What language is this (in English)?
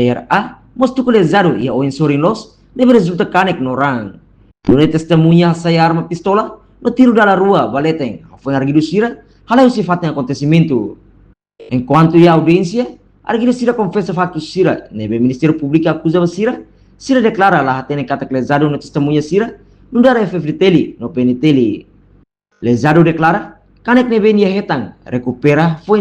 Tetum